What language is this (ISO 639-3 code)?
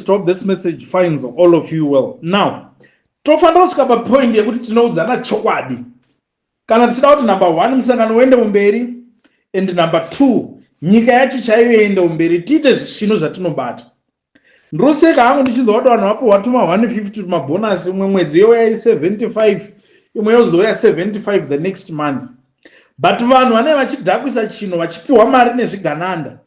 sna